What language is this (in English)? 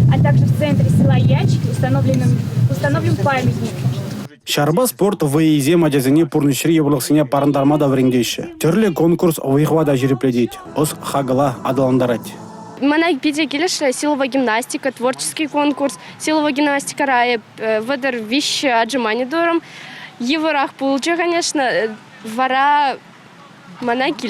Chuvash